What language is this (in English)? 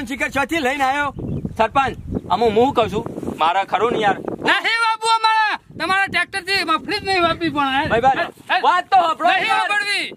Gujarati